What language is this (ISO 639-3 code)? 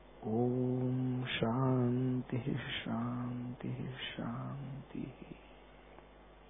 mar